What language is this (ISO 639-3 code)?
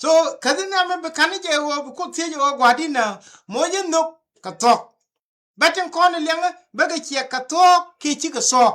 nus